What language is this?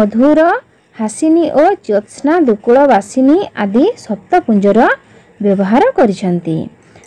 Odia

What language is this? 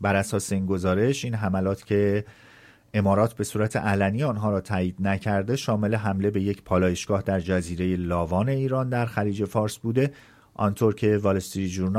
Persian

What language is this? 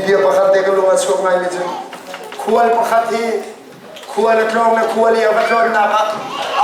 Hakha Chin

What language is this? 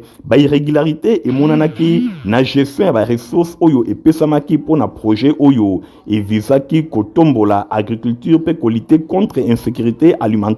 Lingala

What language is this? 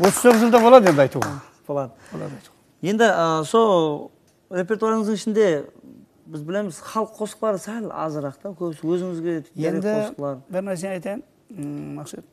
Kara-Kalpak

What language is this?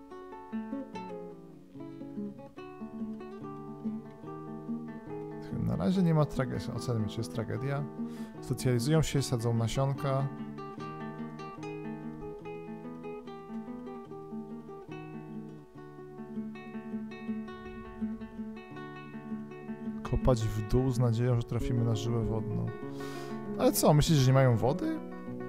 Polish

